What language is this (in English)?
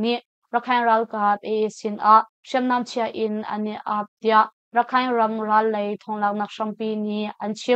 Hakha Chin